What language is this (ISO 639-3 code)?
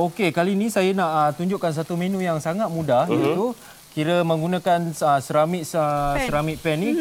msa